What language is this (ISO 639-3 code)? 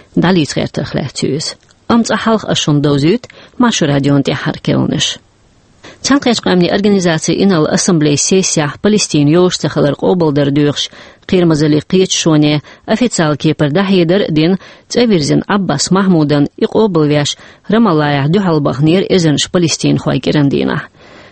che